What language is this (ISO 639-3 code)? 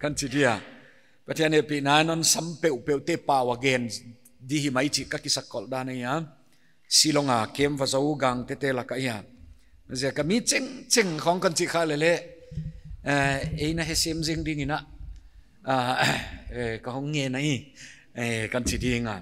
pck